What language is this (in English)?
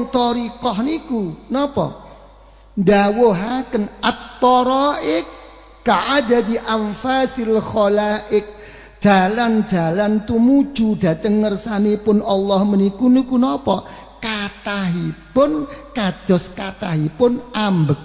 Javanese